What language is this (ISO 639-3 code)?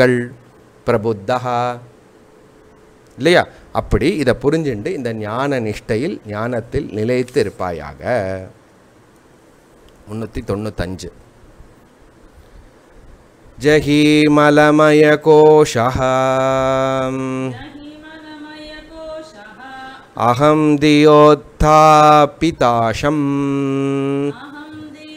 tam